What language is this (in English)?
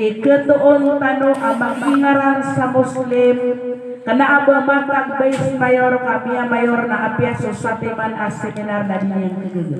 Maranao